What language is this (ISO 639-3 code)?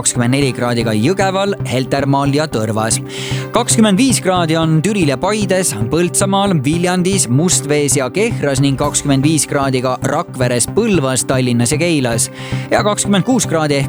est